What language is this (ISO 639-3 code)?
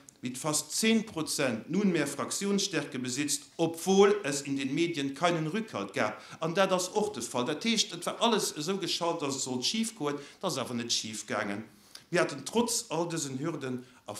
ltz